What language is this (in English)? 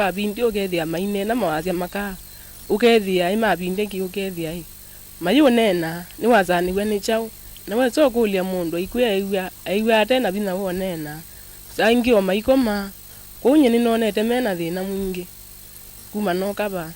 Kamba